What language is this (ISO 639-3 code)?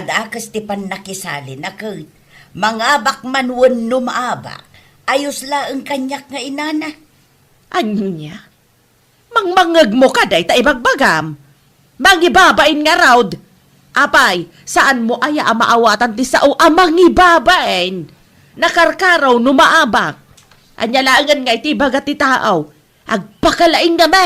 ilo